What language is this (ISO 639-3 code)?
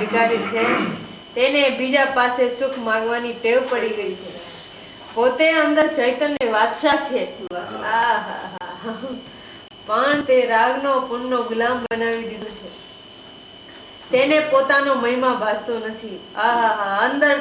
guj